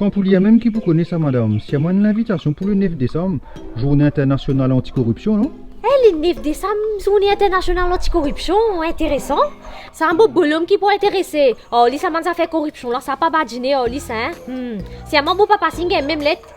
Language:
Morisyen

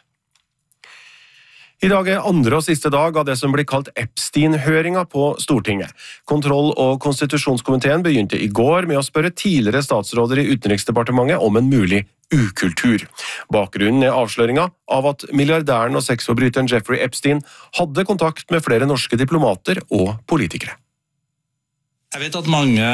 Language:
Norwegian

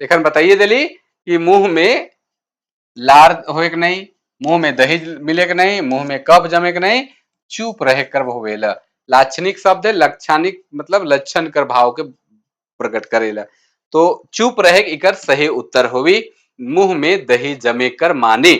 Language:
Sadri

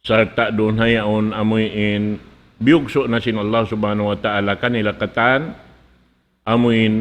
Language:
Tausug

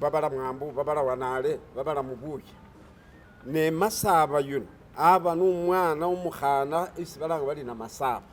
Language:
Masaaba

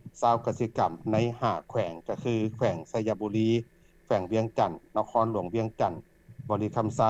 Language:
Lao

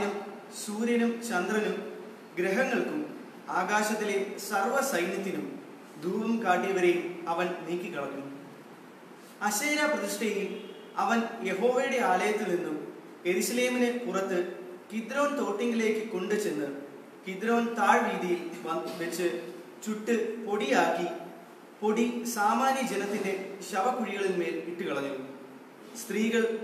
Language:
Malayalam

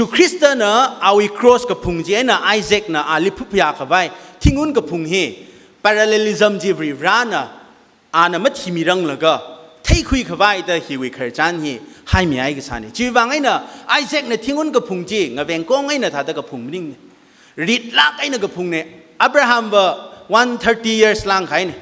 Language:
Tangkhul Naga (India)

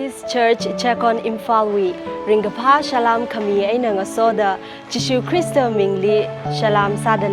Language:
Tangkhul Naga (India)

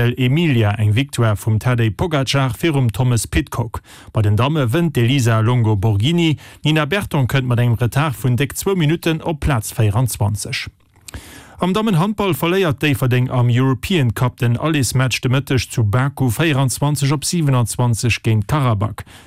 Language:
Luxembourgish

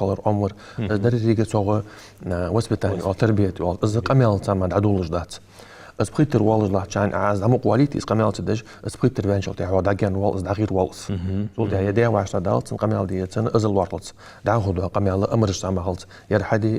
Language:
Ingush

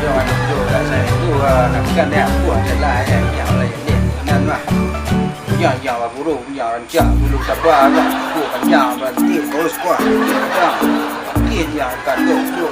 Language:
Minangkabau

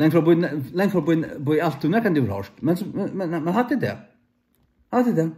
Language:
Faroese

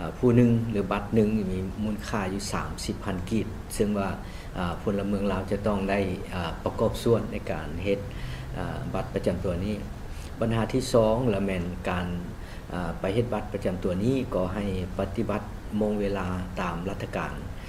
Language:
Lao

